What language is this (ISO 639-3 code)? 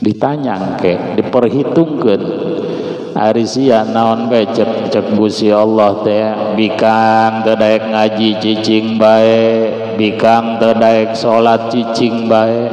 sun